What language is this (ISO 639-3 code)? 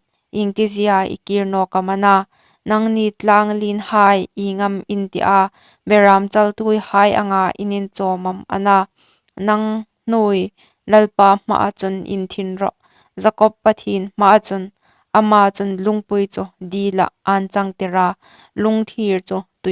hmr